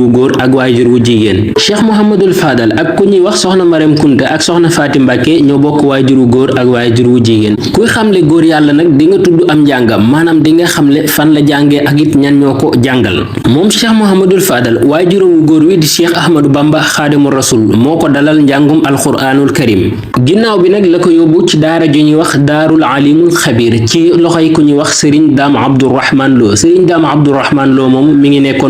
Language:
Wolof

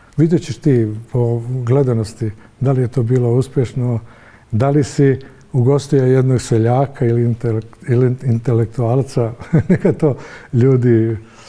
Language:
Bosnian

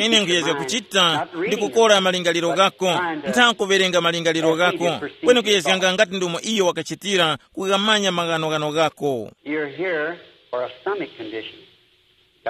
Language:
Tumbuka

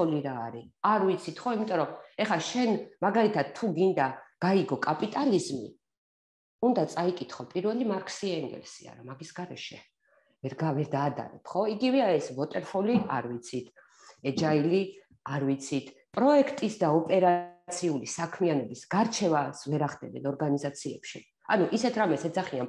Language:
Georgian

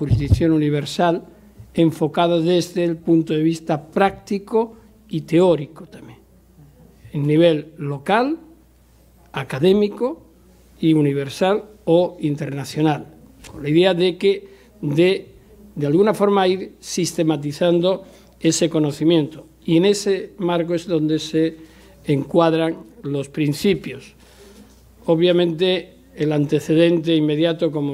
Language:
Spanish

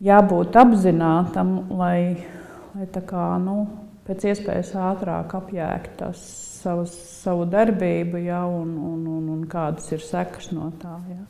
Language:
Latvian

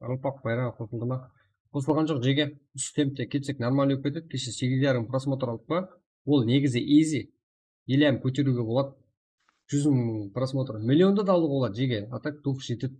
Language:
Kara-Kalpak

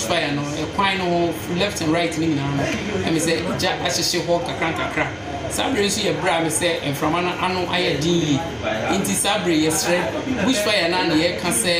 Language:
Akan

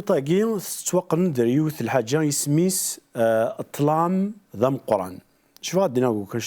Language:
Kabyle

